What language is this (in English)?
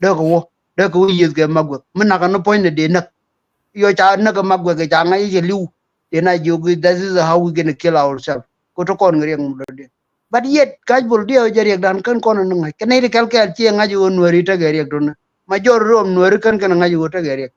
Nuer